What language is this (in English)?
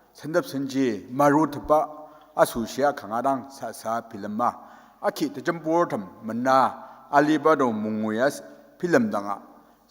Ao Naga